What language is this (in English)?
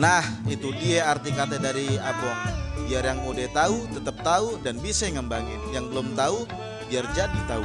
Betawi